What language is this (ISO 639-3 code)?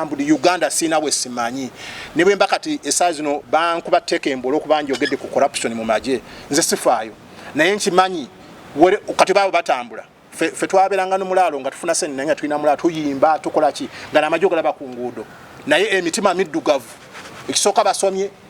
lug